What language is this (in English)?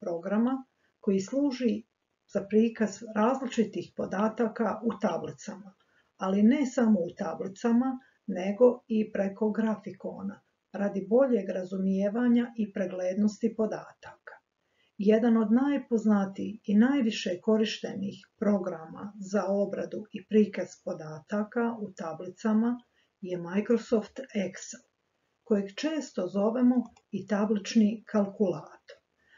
Croatian